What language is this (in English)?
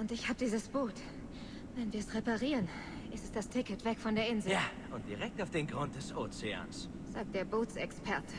Swiss German